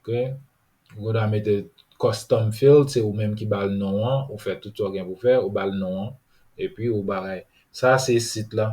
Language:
Haitian Creole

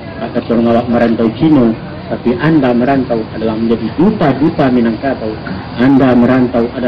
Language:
Minangkabau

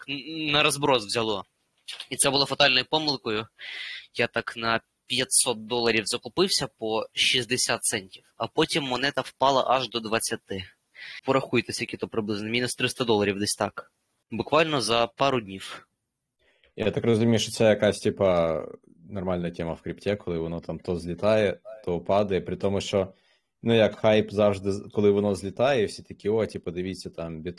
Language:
Ukrainian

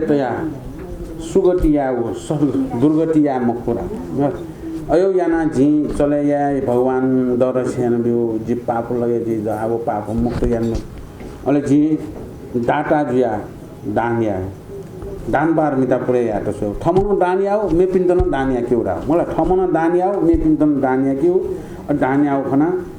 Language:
Newari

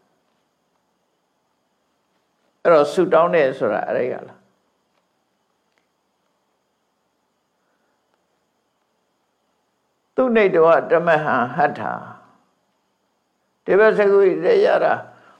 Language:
Burmese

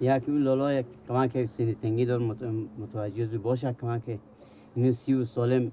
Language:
Persian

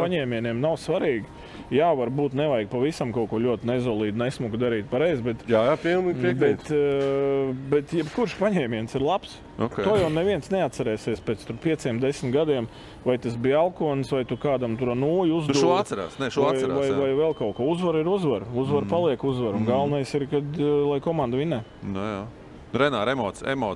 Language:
Latvian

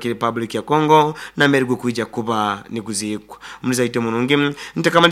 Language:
Nyoro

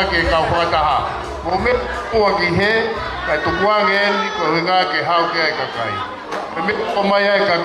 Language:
Tongan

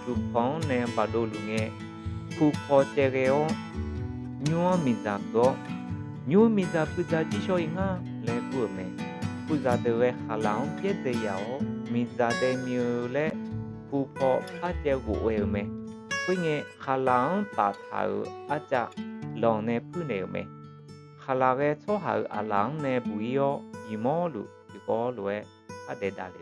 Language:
Akha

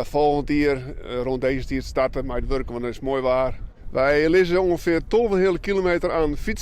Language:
Western Frisian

